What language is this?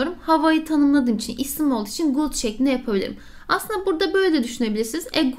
Turkish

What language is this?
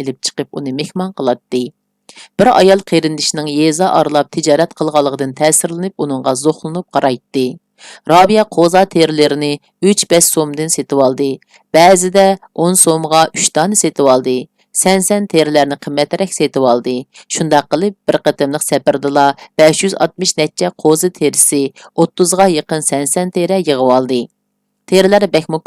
Uyghur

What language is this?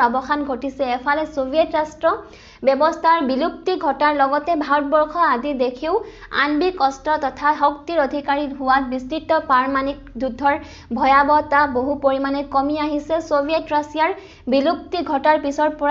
Assamese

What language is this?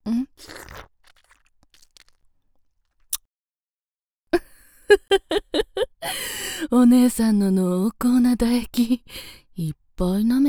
Japanese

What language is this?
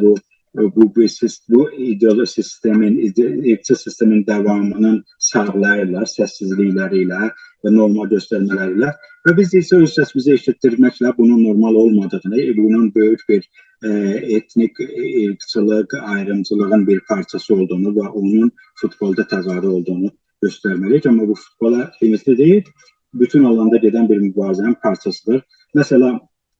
South Azerbaijani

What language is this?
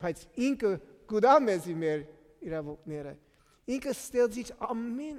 Western Armenian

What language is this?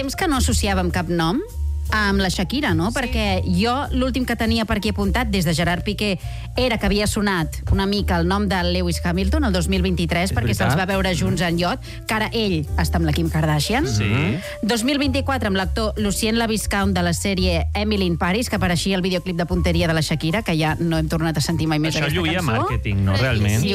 Catalan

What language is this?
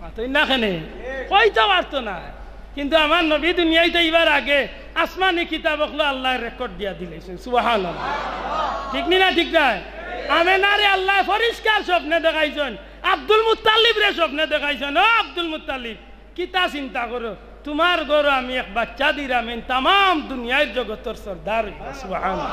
Sylheti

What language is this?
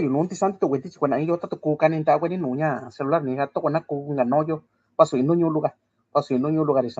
Mixtepec Mixtec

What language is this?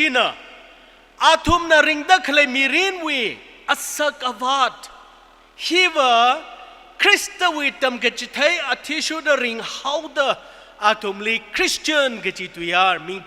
Tangkhul Naga (India)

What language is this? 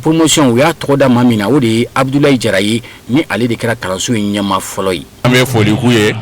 Bambara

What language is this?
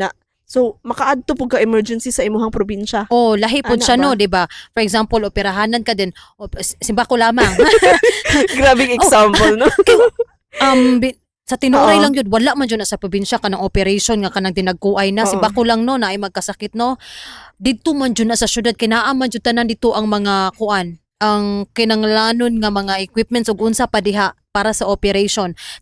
Cebuano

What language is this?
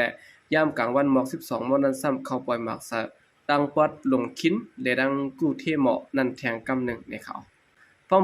Shan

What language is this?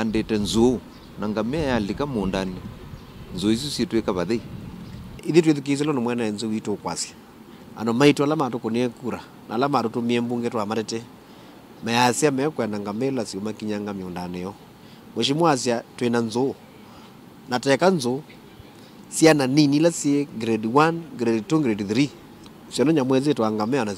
Kamba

